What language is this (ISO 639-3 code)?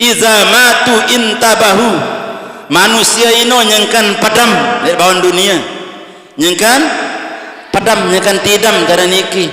sas